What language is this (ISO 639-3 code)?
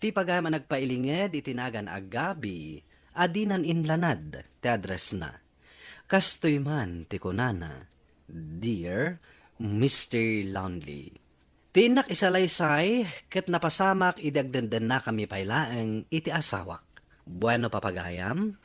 ilo